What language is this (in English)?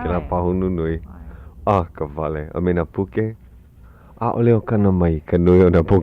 Hawaiian